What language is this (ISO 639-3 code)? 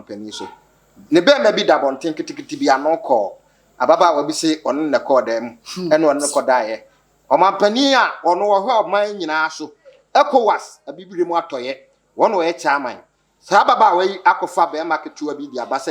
aka